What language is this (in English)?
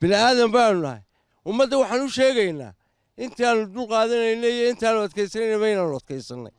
Somali